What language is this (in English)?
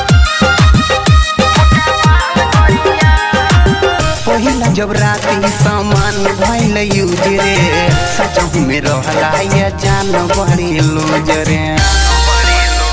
Bhojpuri